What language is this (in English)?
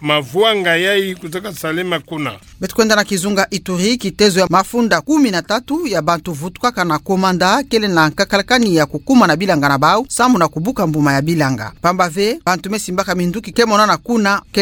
Kituba (Democratic Republic of Congo)